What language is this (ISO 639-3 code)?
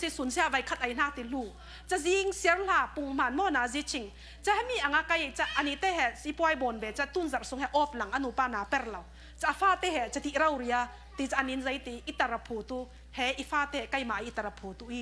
cfm